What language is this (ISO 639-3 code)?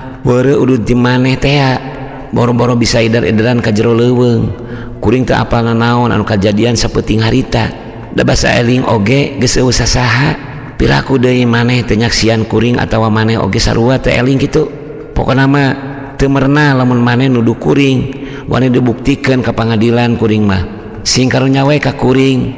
sun